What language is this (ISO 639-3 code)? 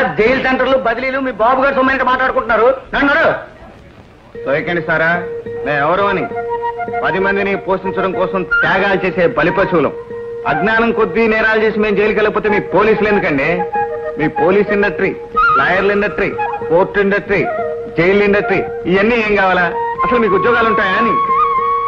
tel